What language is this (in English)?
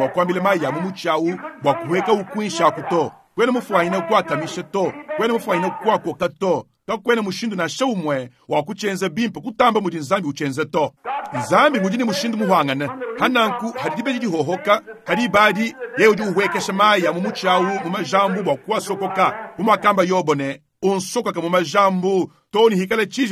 Luba-Lulua